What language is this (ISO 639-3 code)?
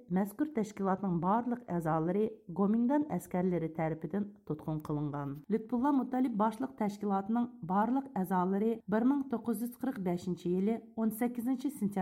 uig